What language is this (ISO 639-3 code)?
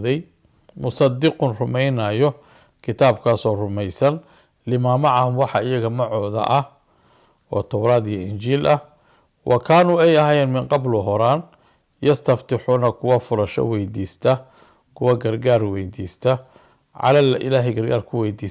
som